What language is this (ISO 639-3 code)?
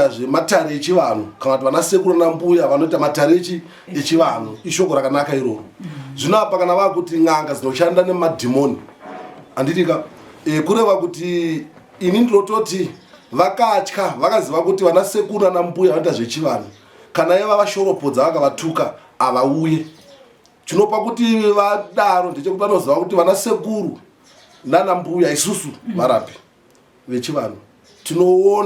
sna